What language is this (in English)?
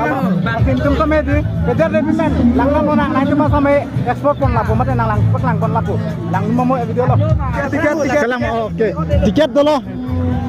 Karbi